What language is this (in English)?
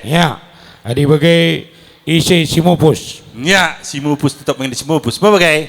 Batak Karo